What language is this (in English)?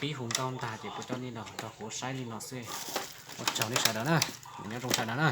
Hmong